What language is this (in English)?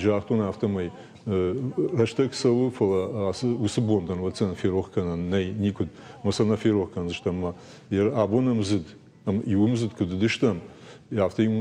Ossetic